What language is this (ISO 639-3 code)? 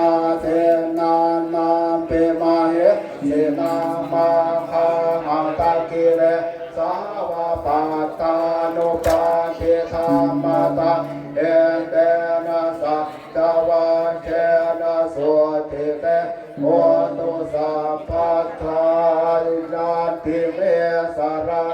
pli